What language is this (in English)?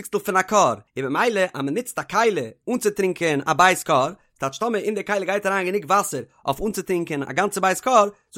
Yiddish